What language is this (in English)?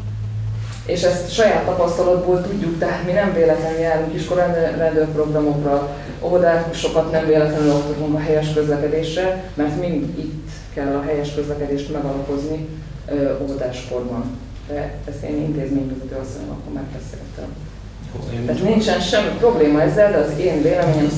Hungarian